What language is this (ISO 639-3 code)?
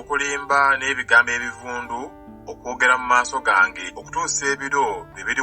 lug